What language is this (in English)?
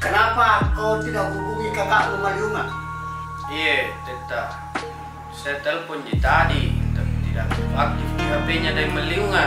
Makassar Malay